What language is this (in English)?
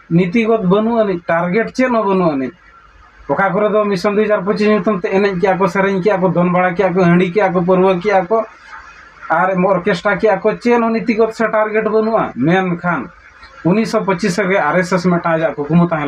Santali